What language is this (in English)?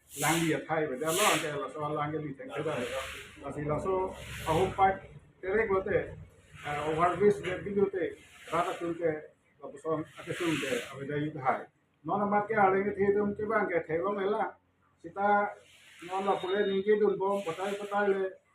Karbi